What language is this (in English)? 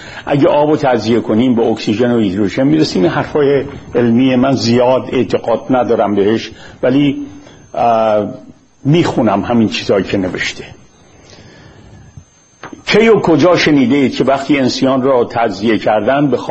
Persian